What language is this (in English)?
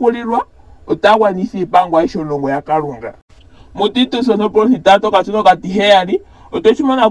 Ndonga